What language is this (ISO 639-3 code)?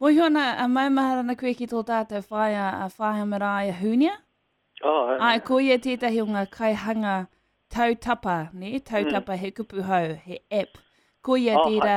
mri